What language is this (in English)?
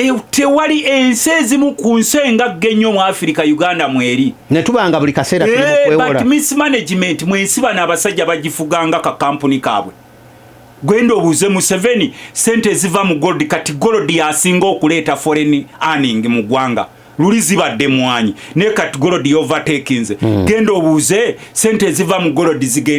Ganda